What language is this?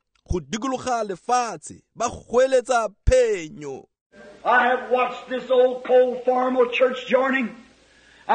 Tswana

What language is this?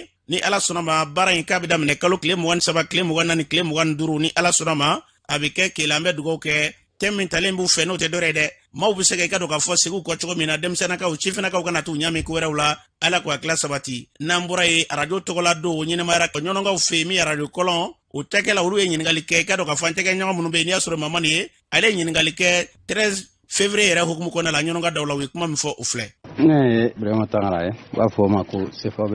Bambara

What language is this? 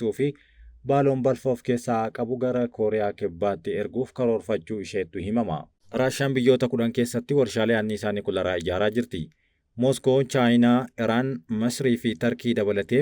Oromo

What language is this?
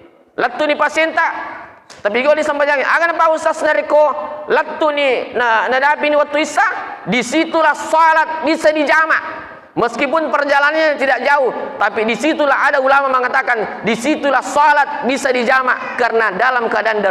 Buginese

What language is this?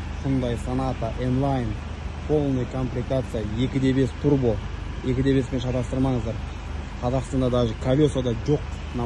Kazakh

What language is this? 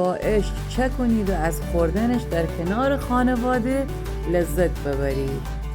Gilaki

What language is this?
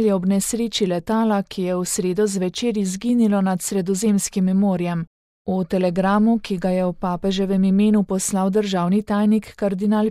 Slovenian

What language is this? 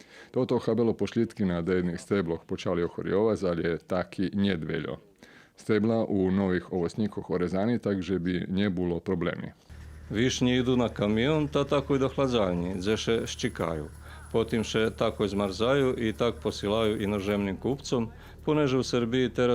Rusyn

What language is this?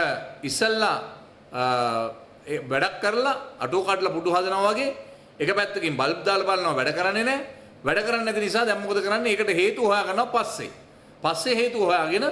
Sinhala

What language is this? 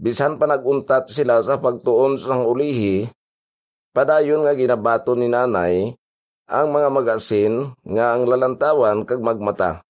Hiligaynon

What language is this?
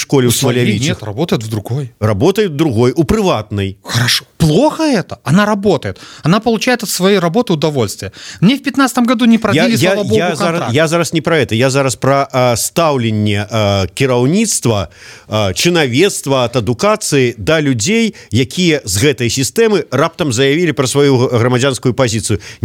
Belarusian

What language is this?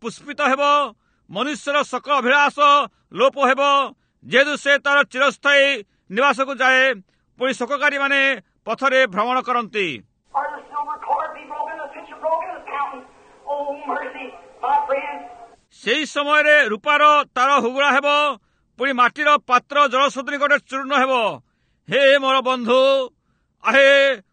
Odia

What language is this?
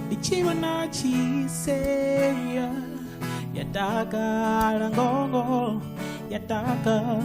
Venda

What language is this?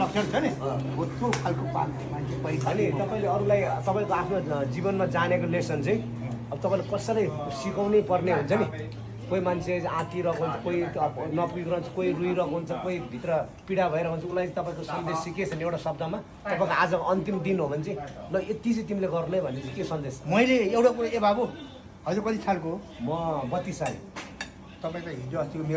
Nepali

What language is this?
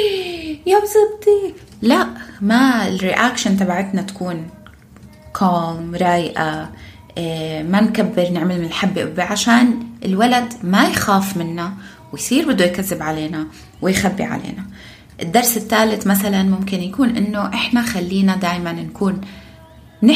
North Levantine Arabic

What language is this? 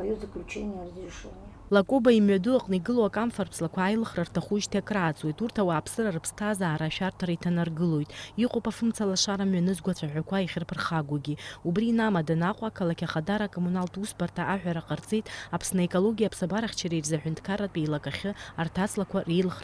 Abkhazian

